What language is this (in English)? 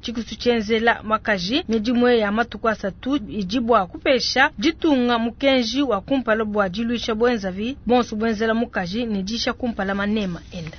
Luba-Lulua